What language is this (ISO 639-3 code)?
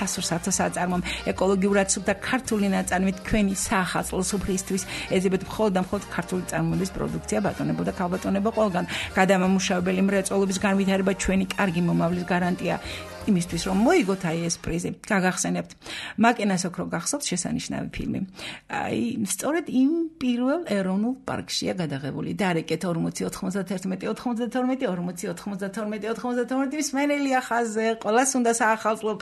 kat